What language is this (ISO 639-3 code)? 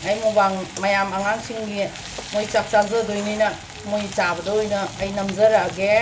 mni